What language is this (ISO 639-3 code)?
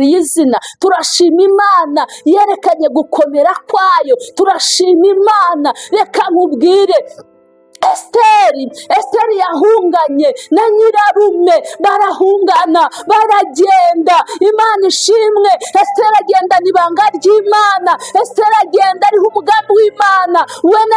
kin